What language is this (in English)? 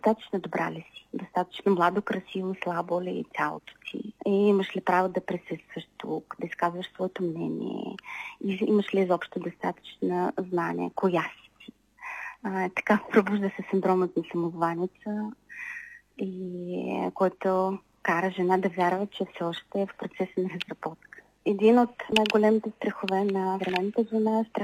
Bulgarian